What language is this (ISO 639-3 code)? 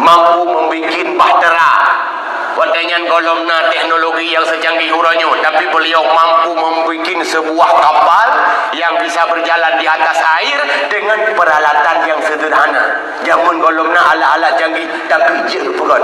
ace